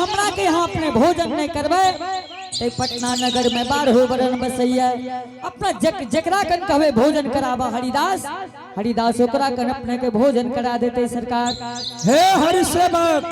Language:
Angika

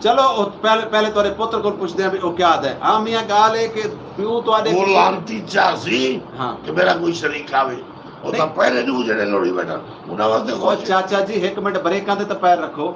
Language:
Saraiki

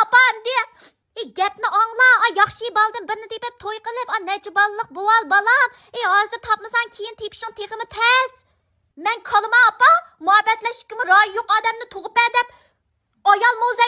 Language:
Uyghur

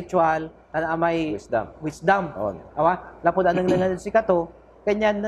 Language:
Pangasinan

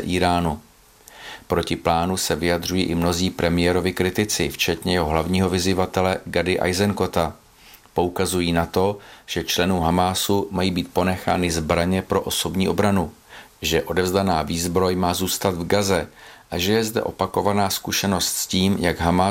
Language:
Czech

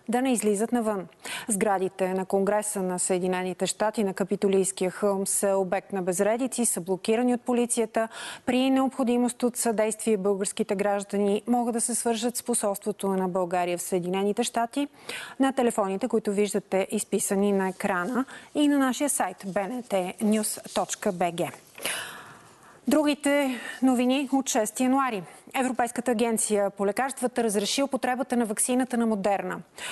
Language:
Bulgarian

